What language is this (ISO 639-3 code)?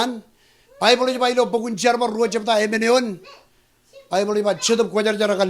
mah